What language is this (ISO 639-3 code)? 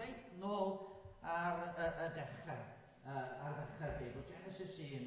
cym